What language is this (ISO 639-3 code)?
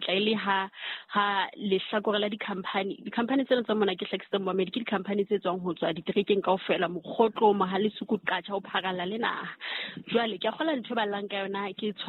sot